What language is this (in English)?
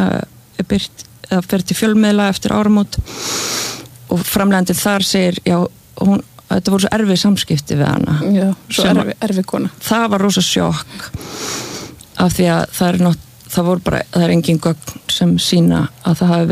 Icelandic